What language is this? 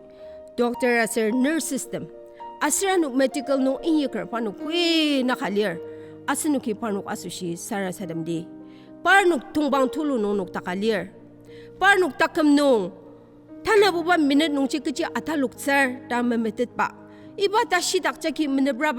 Ao Naga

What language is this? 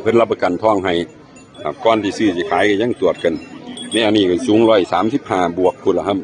Northeastern Thai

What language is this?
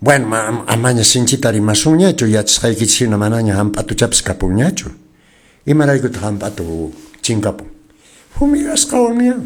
Quechua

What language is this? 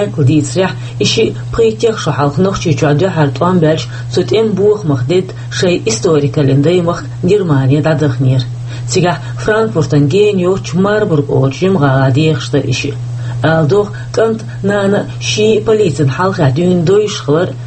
Chechen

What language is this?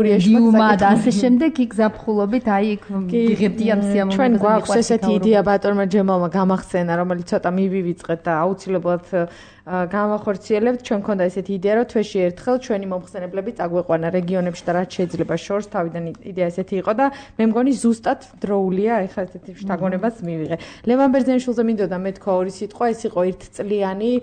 Georgian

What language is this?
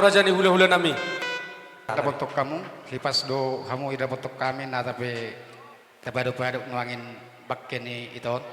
Batak Toba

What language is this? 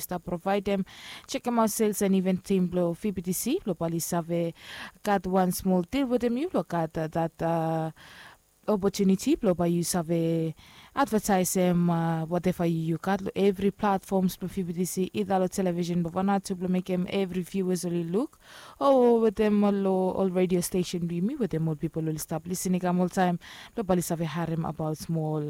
Bislama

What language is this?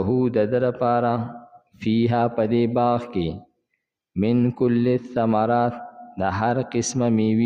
Pashto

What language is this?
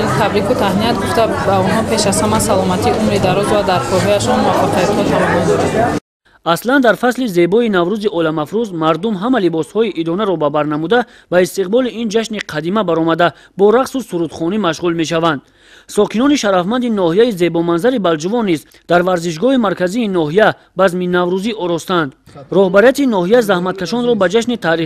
Tajik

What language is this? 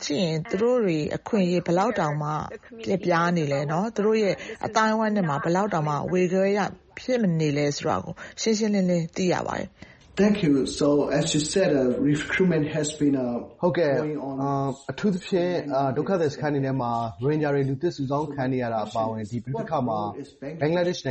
Burmese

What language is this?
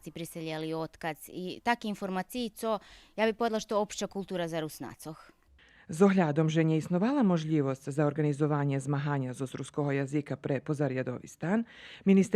Rusyn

